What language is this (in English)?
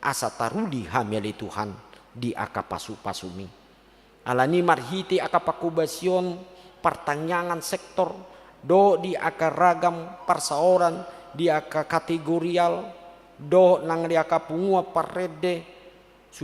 Batak Toba